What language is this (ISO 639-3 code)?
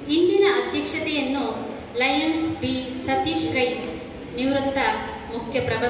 kan